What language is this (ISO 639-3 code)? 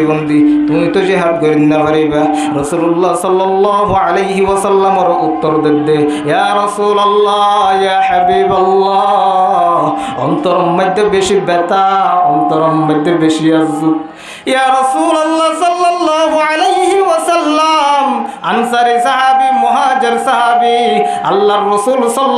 rhg